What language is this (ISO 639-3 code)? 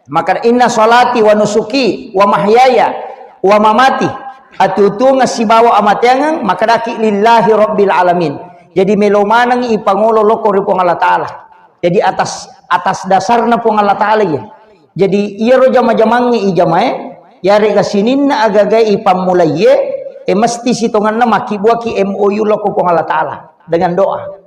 bug